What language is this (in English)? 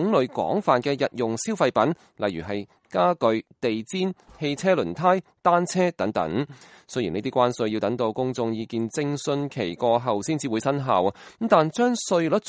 Cantonese